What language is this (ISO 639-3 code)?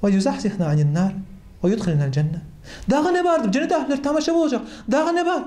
kum